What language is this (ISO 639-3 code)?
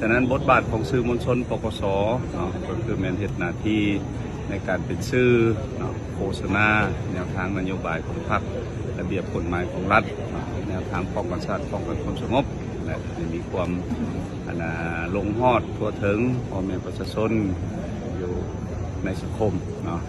lao